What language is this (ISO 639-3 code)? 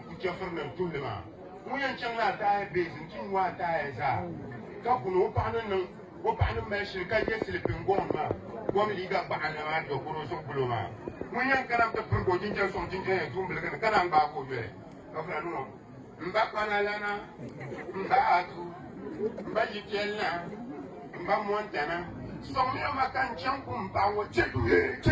dag